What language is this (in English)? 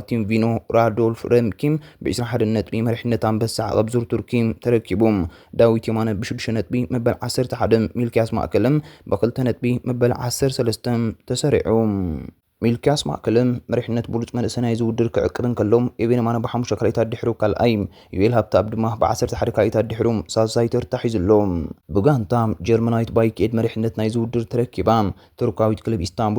Tigrinya